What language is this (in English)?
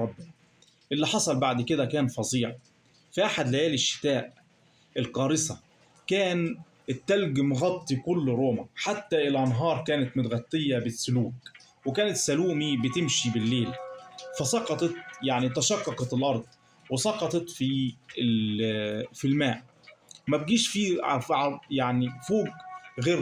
Egyptian Arabic